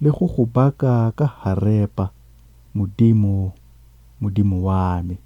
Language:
Tswana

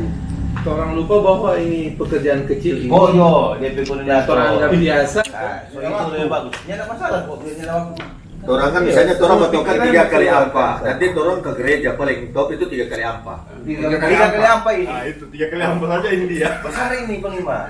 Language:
Manado Malay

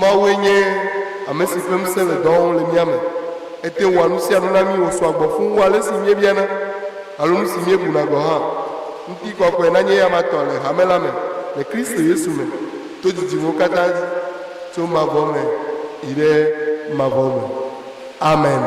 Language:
Ewe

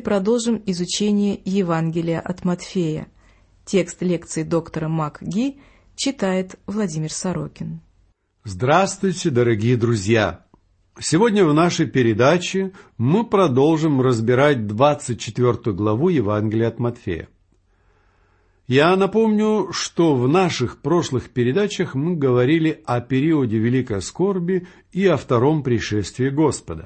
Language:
Russian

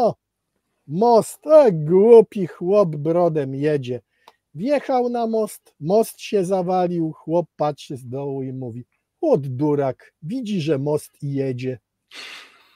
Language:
Polish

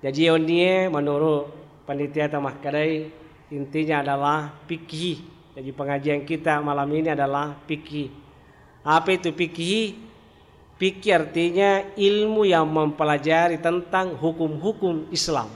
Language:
Buginese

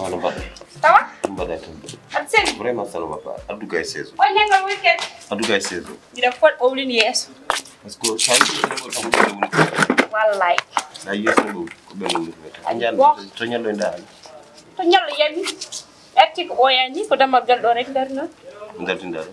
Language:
Fula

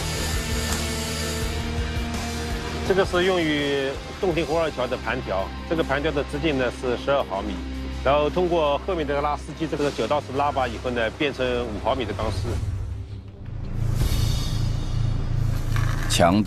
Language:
Chinese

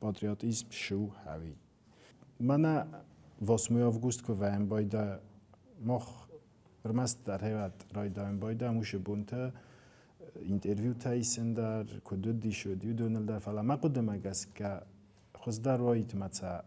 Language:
Ossetic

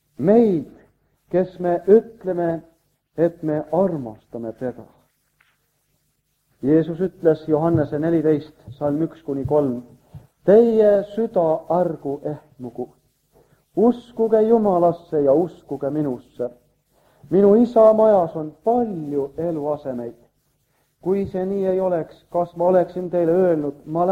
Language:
Estonian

